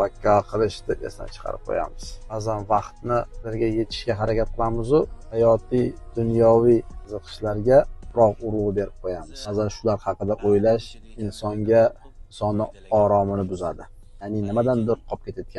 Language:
Uzbek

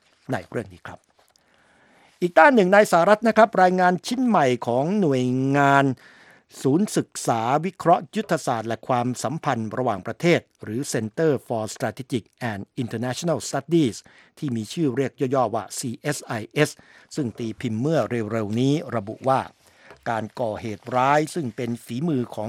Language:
Thai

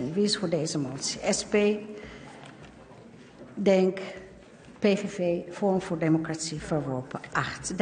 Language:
Dutch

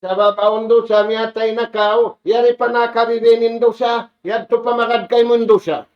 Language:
Tausug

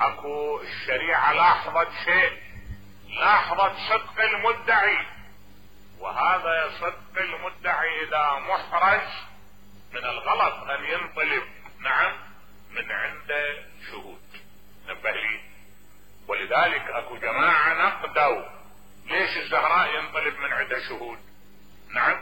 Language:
Mesopotamian Arabic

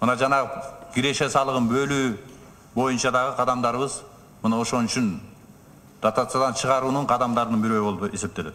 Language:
Kyrgyz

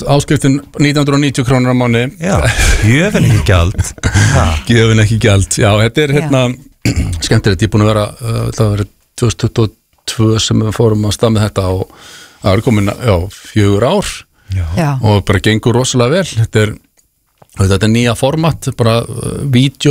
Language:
Icelandic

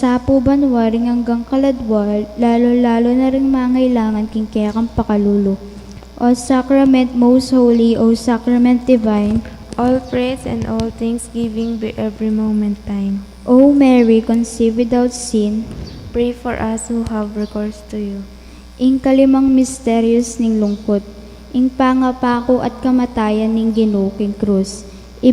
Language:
Pampanga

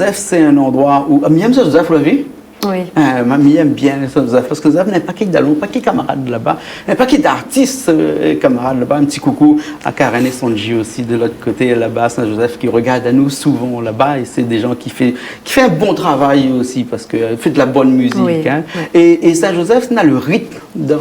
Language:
Réunion Creole French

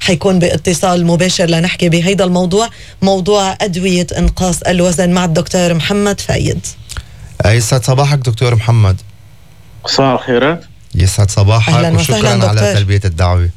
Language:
North Levantine Arabic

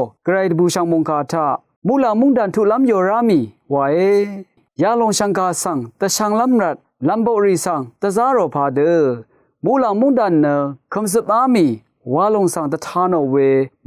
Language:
Rawang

